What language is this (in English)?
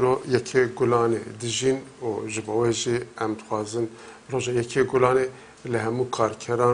Kurdish